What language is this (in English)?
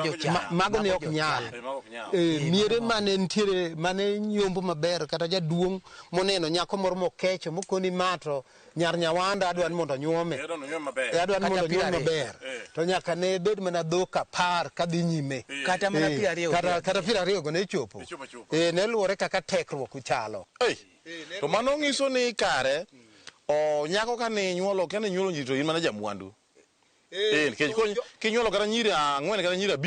Luo (Kenya and Tanzania)